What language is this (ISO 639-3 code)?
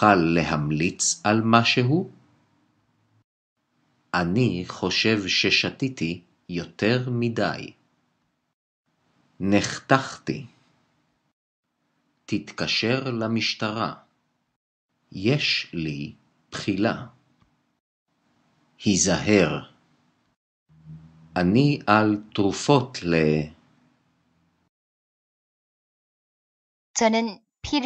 heb